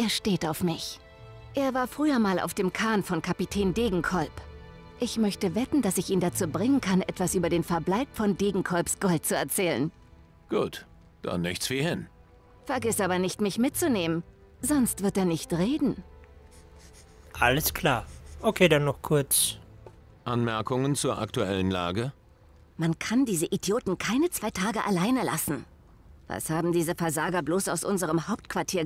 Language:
German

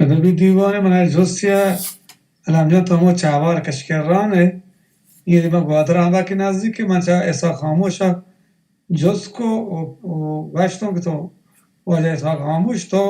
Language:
Baluchi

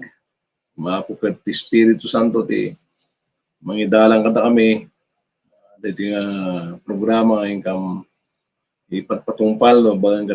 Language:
Iloko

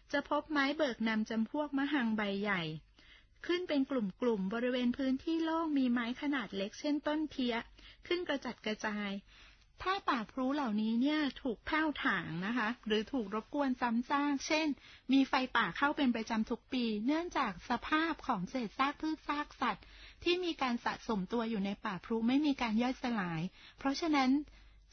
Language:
Thai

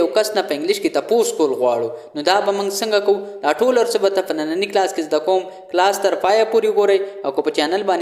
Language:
Pashto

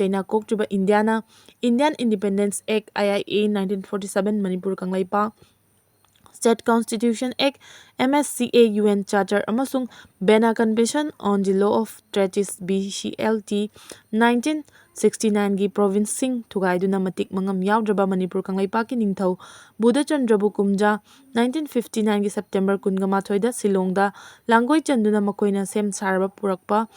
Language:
Manipuri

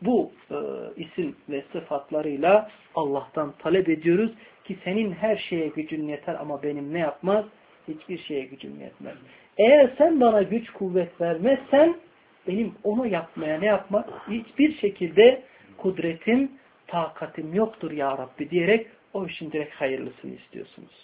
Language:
Turkish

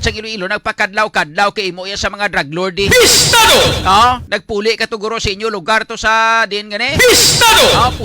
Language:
Hiligaynon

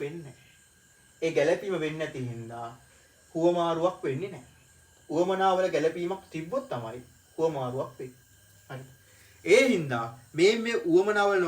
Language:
Sinhala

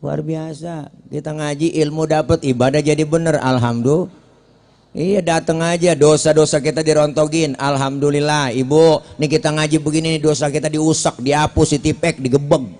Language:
Betawi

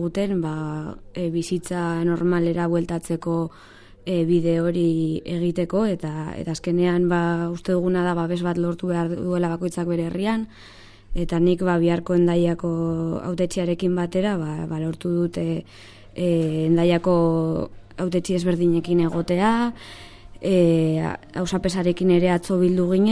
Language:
Basque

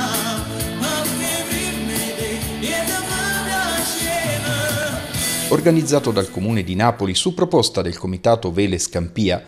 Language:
Italian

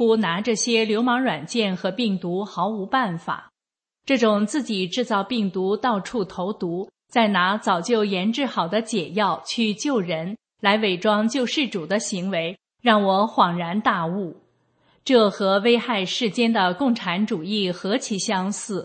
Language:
Chinese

